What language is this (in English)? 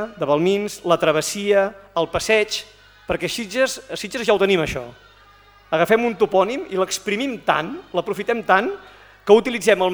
Catalan